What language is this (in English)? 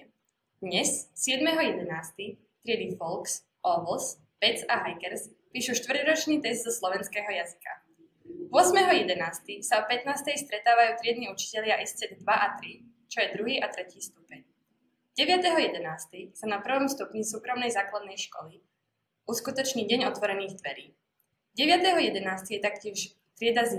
Slovak